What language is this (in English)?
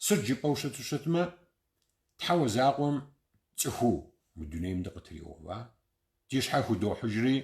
Kabardian